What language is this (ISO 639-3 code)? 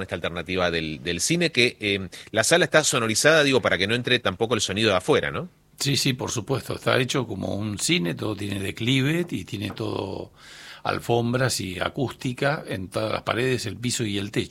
spa